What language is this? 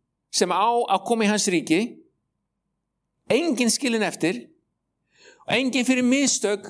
Icelandic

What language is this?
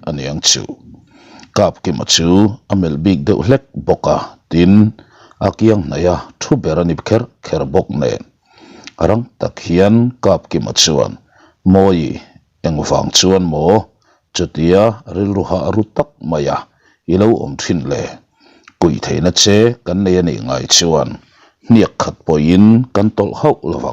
Mizo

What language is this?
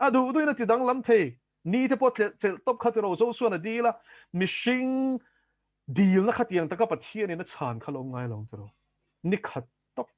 Mizo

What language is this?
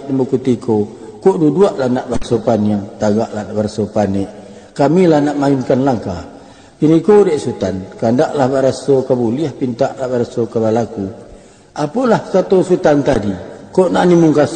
Minangkabau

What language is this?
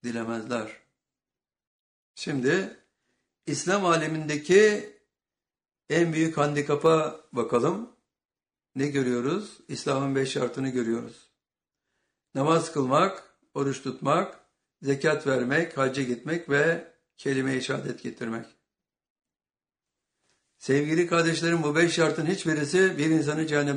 Turkish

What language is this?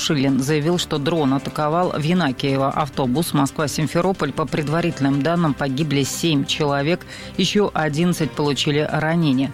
Russian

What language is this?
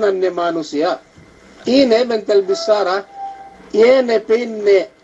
Yakan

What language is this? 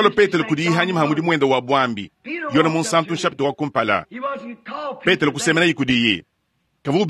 Luba-Lulua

